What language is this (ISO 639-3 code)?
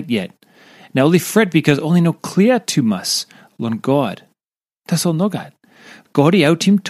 tpi